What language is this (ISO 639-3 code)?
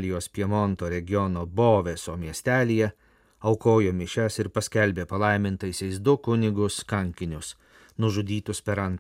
lit